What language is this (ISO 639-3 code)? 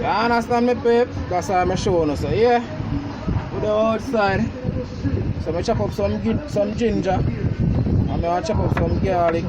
jam